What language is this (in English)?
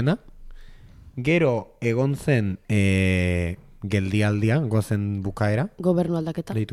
Basque